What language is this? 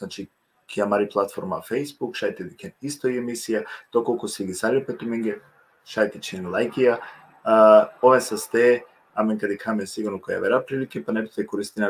Balkan Romani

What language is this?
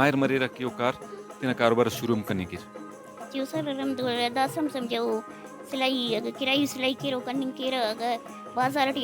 Brahui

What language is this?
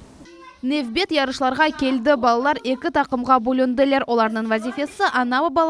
Crimean Tatar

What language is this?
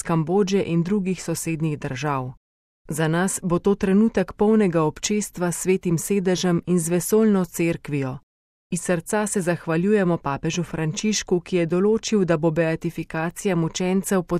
Slovenian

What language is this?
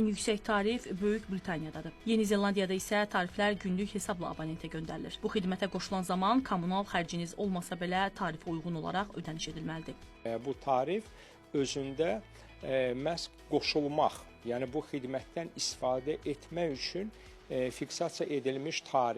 Azerbaijani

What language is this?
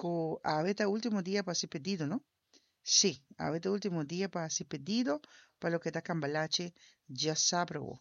Papiamento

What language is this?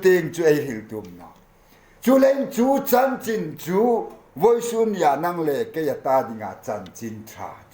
Hmar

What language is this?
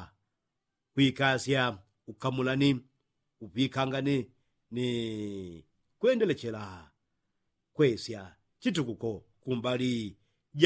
Yao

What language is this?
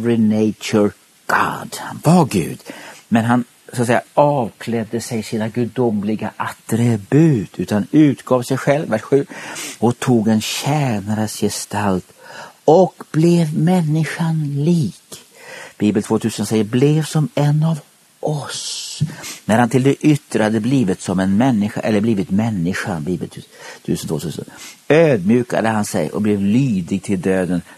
Swedish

